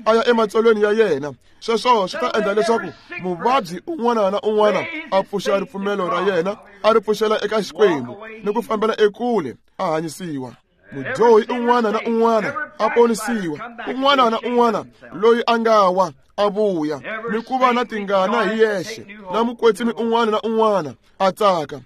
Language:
Tsonga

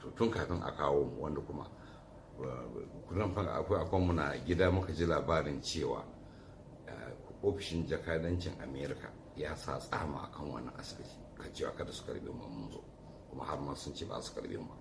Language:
Hausa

